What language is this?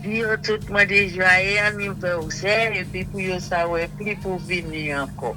Saint Lucian Creole French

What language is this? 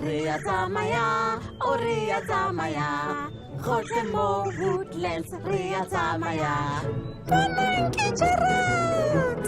Tswana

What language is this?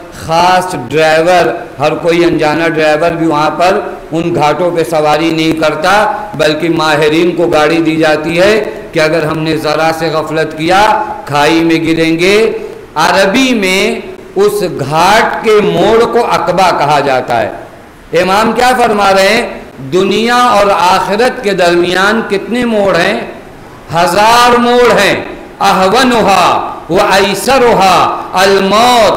Urdu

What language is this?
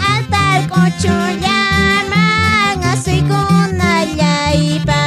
Quechua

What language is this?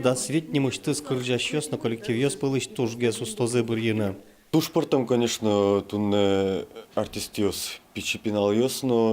Udmurt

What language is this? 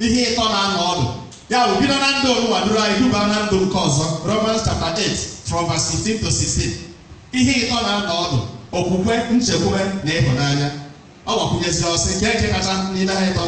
Igbo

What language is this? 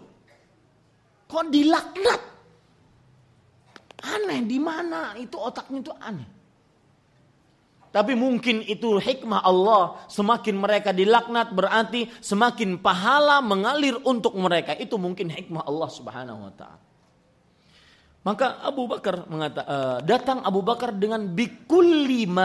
Indonesian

